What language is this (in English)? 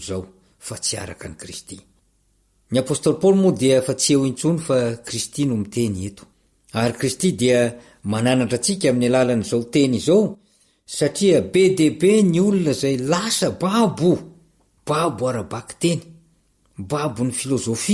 Malagasy